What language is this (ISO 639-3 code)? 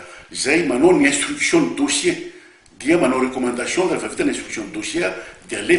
mlg